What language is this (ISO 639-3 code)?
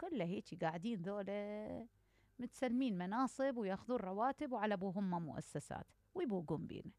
acm